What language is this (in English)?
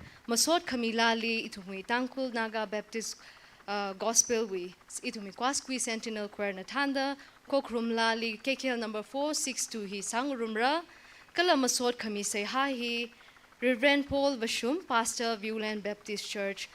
Tangkhul Naga (India)